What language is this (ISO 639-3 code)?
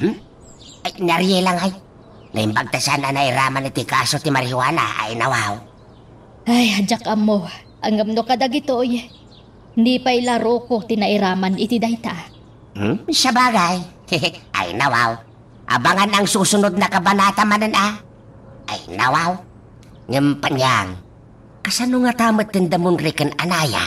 ilo